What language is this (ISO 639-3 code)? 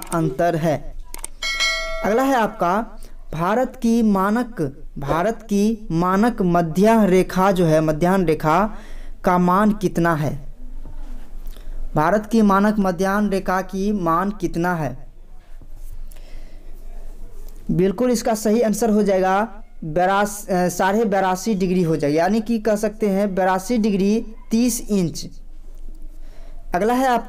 hin